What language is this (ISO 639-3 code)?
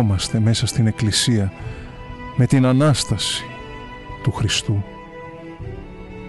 ell